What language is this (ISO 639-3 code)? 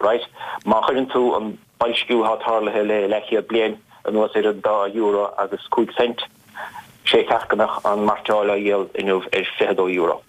gle